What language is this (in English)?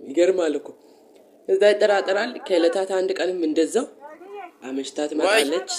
Amharic